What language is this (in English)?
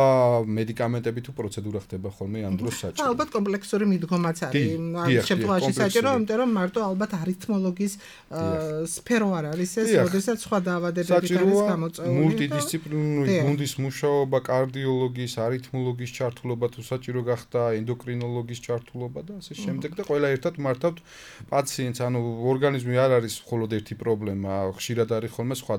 Georgian